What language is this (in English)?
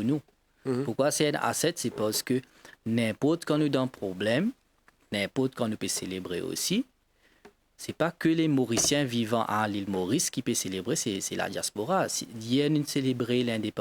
Morisyen